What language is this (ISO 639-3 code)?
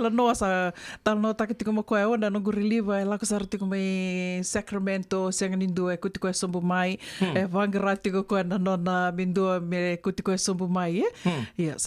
fij